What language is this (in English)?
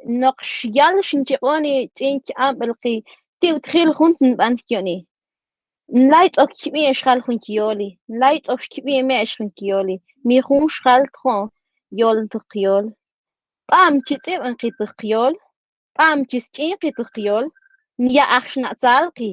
Mam